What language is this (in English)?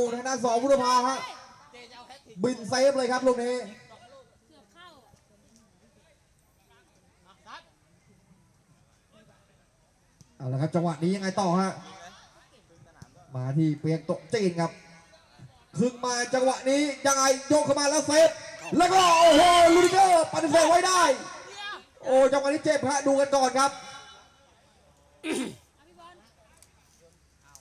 Thai